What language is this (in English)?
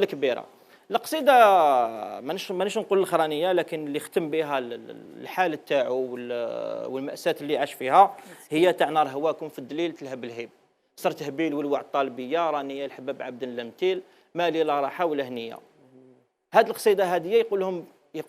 Algerian Arabic